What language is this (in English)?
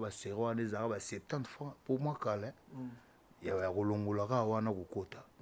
Lingala